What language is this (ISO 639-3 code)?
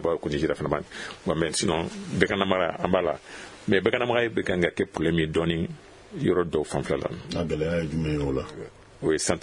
bam